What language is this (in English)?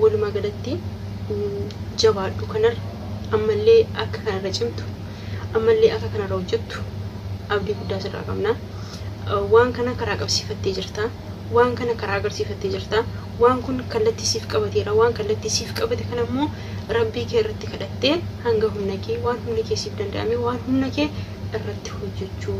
Oromo